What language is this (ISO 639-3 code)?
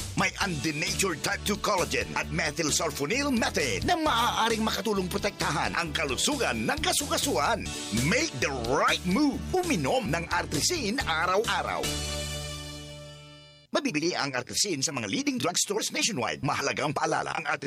fil